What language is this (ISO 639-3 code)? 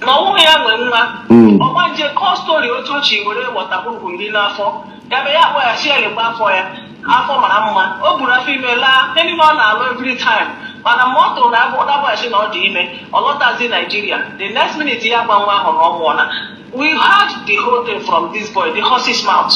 ibo